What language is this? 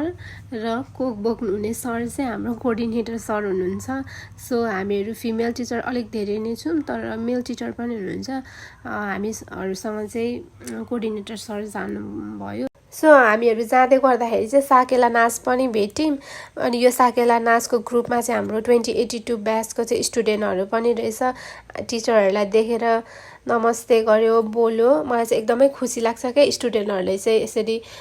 Nepali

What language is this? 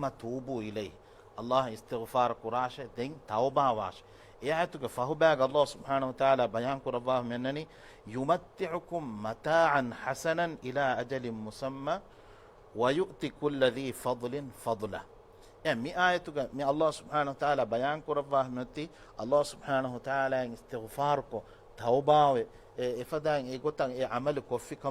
Divehi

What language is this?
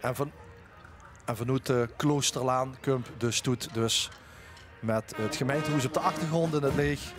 Limburgish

